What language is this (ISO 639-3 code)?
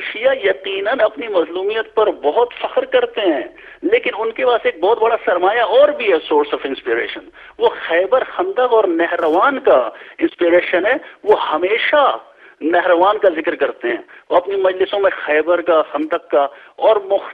urd